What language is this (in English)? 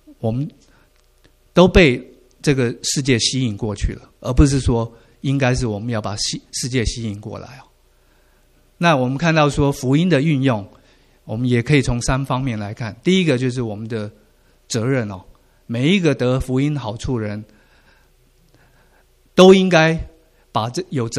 Chinese